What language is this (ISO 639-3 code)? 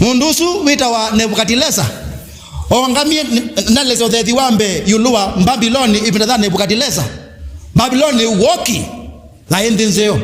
kam